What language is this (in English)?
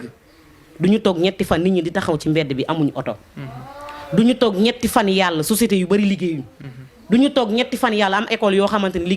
Wolof